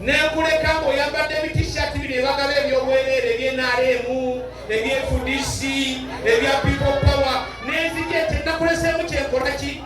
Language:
Ganda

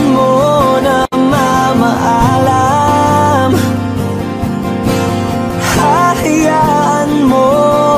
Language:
Filipino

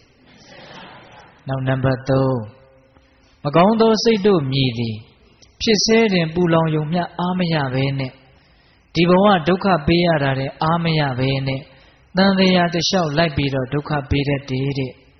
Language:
Burmese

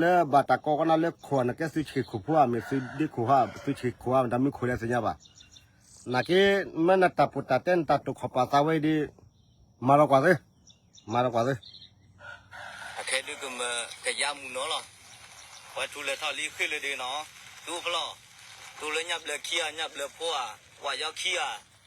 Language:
S'gaw Karen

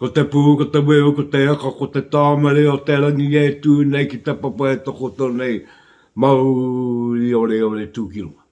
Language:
Māori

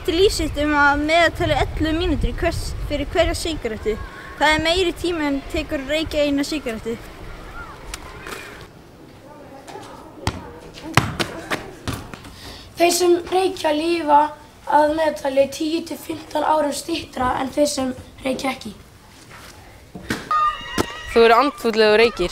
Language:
Icelandic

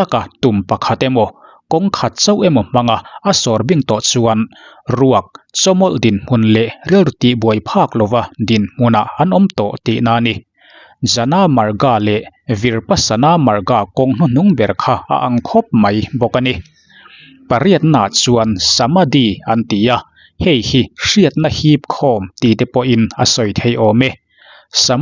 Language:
Mizo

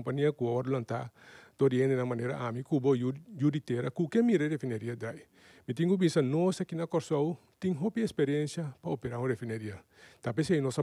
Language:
Papiamento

